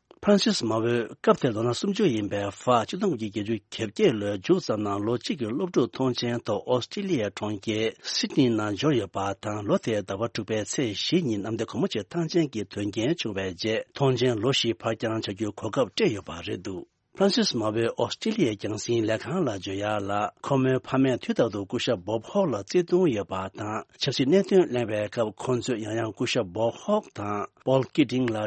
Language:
Tibetan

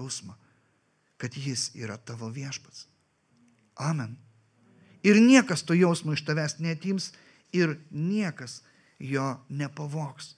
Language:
Lithuanian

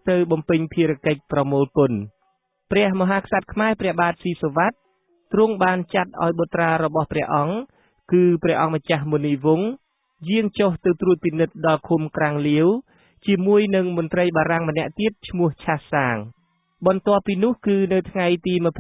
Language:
Khmer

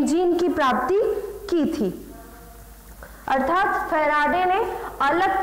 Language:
Hindi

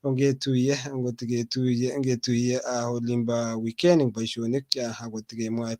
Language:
Kalenjin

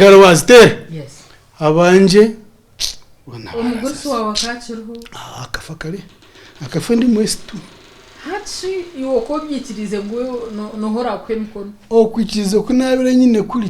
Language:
Nyankole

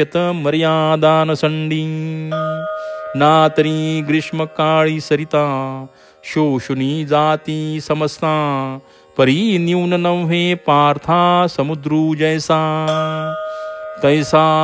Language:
Marathi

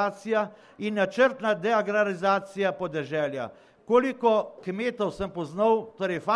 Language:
Slovenian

